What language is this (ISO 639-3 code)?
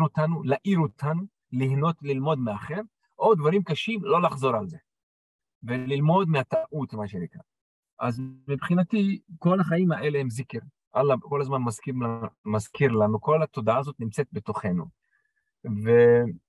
heb